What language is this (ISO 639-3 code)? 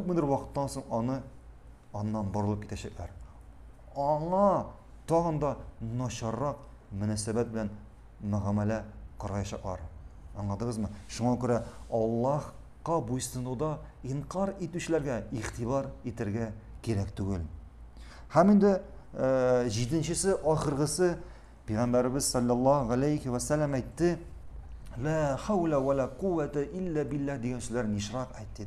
tat